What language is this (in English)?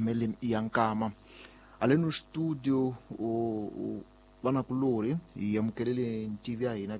Tsonga